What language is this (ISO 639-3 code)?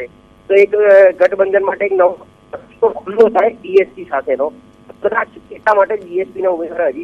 guj